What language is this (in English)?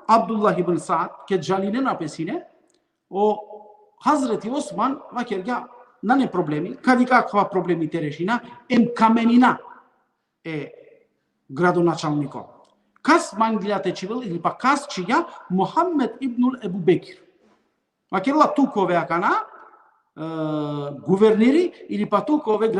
Balkan Romani